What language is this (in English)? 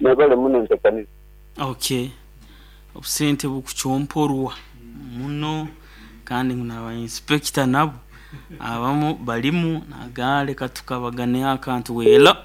Nyoro